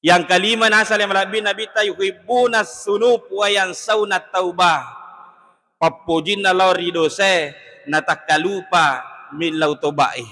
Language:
Buginese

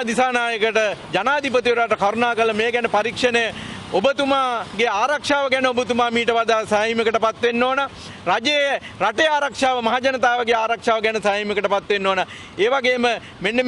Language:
Sinhala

